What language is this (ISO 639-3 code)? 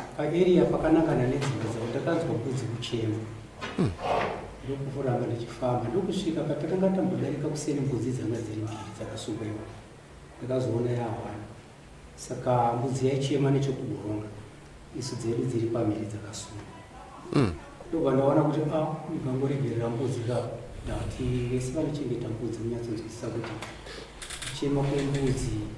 sna